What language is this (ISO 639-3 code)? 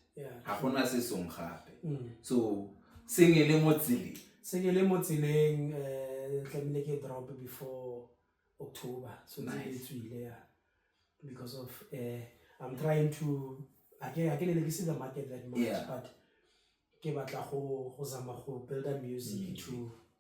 tsn